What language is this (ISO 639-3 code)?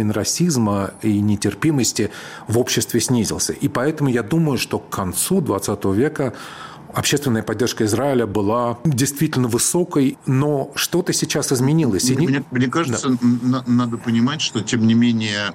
rus